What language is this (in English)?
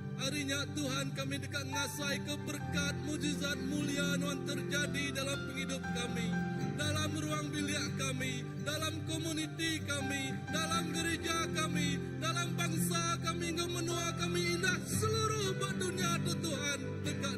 Iban